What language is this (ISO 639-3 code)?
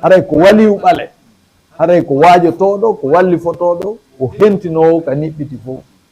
ful